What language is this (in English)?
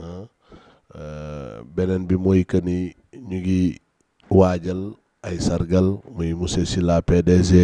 Wolof